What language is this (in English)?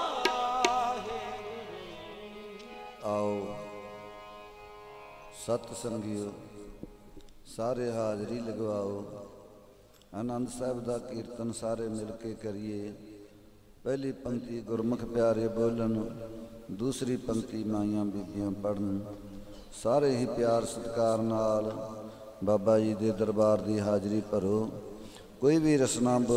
Punjabi